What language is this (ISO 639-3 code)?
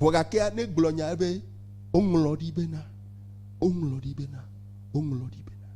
ewe